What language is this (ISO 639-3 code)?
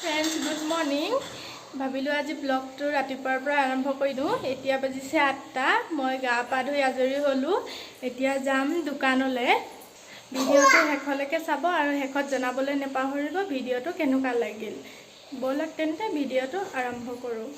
asm